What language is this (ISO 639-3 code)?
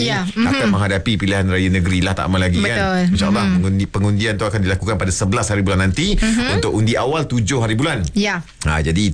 msa